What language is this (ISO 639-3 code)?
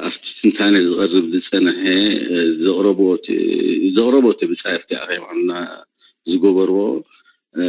tir